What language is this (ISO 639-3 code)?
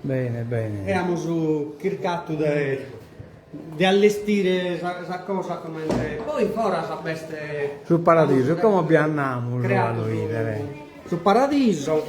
srd